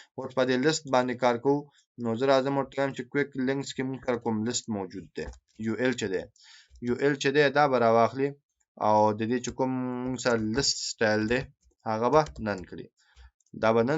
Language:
Pashto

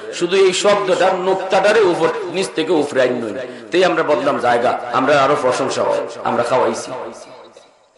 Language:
Bangla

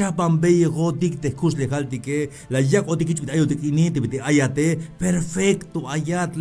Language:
Tzeltal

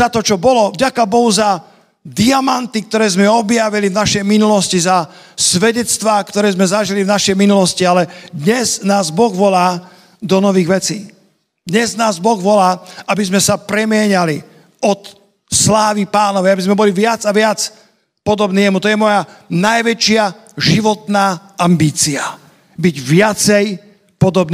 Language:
Slovak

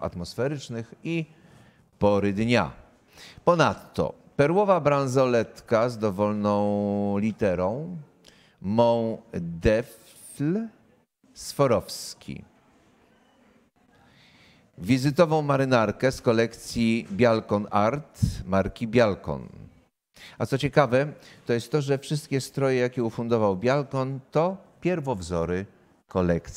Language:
Polish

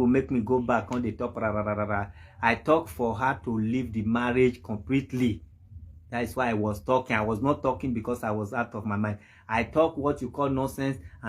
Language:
Nigerian Pidgin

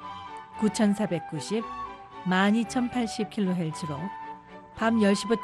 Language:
Korean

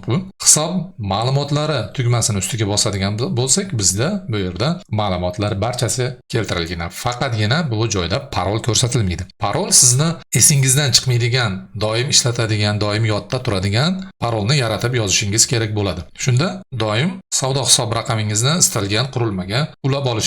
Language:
Uzbek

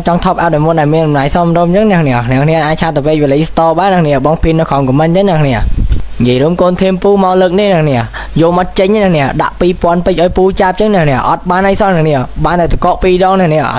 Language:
Khmer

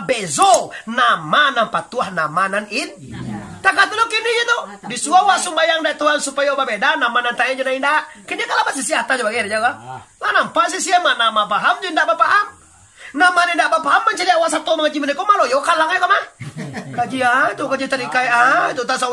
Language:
Minangkabau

